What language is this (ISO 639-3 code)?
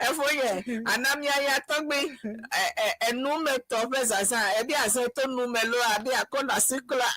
ewe